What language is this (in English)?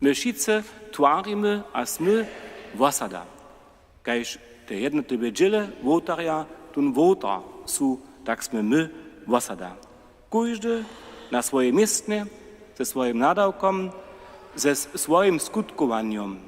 Upper Sorbian